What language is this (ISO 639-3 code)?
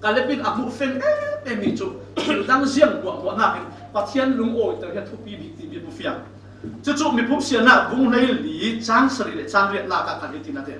cfm